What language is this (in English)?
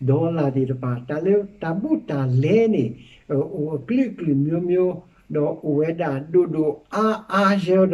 S'gaw Karen